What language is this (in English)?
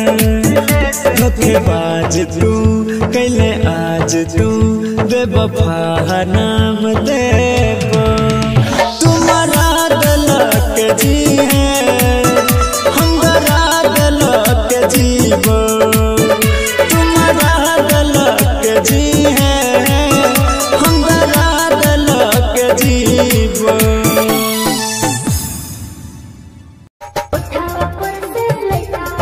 Bhojpuri